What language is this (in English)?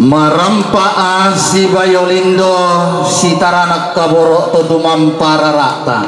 Toraja-Sa'dan